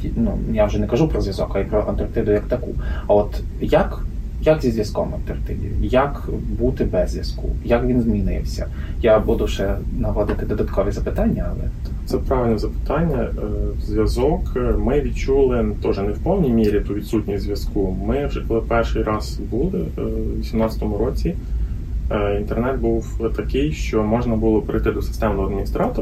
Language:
Ukrainian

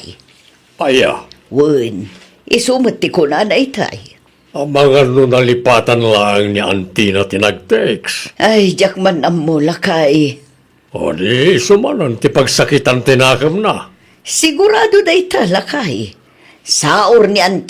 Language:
Iloko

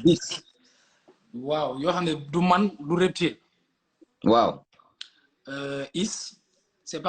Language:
Wolof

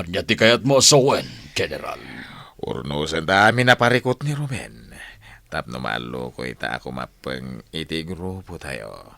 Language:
Iloko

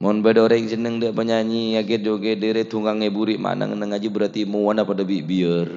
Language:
Madurese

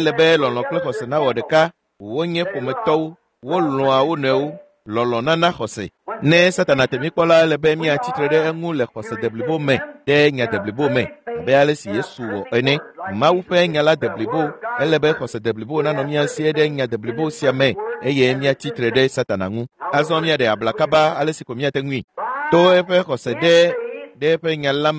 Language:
Ewe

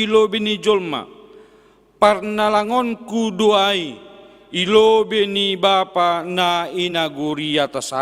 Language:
Batak Simalungun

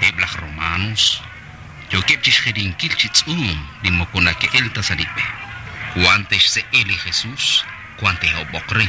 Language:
Kekchí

